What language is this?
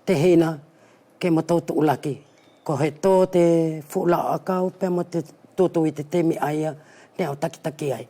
Wallisian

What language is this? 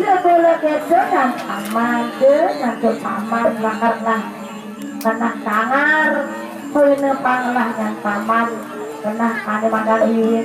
Balinese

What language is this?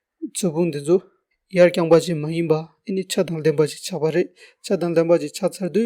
Tibetan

